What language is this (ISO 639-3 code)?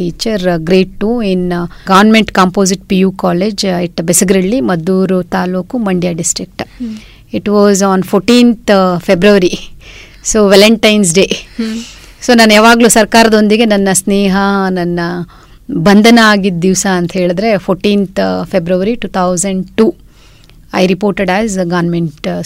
kan